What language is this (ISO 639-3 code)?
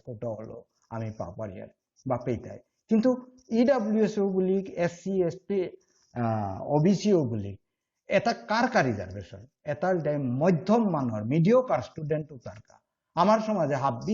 bpy